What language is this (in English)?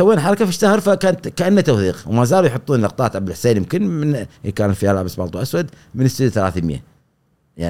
Gulf Arabic